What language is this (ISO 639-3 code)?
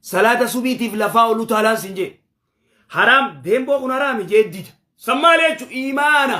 orm